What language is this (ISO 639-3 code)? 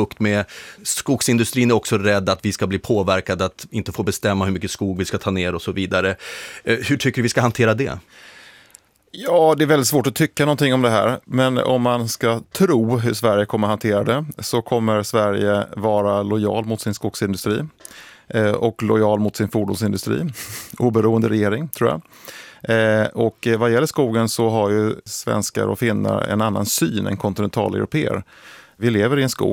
swe